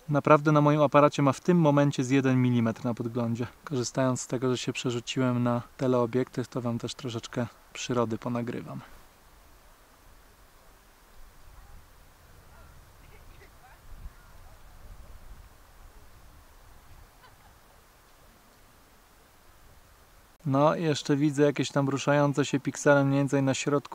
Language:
Polish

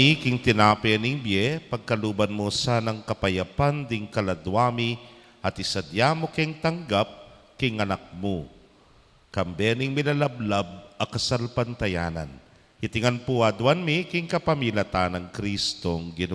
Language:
Pampanga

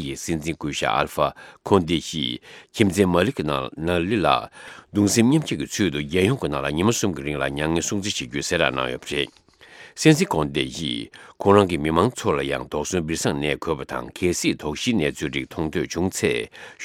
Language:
Tibetan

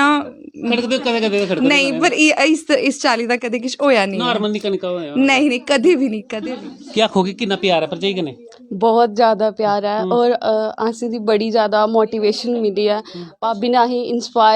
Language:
Dogri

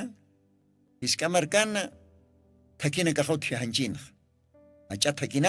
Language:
Aymara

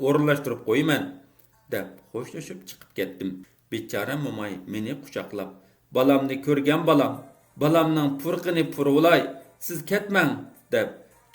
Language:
Uyghur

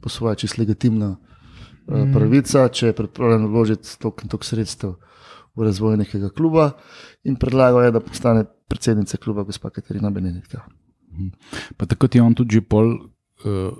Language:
Slovenian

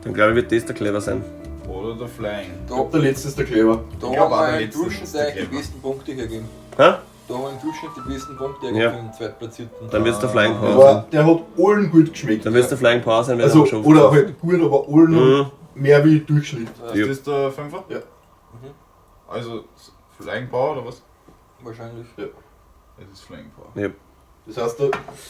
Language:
Bavarian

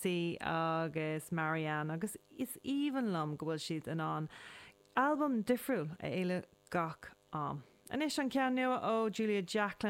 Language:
Irish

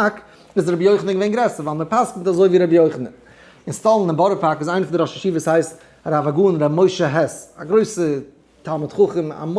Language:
Yiddish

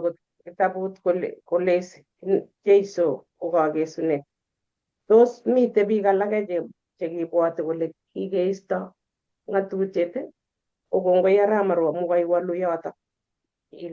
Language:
Kalenjin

